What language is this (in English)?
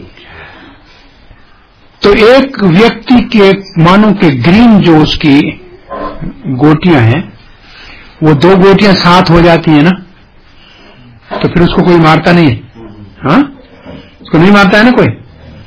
Hindi